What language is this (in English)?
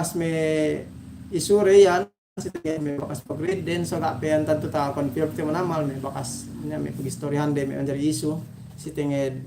Yakan